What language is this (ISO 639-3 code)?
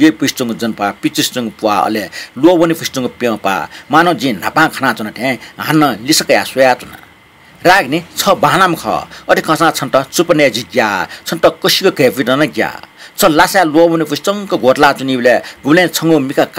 new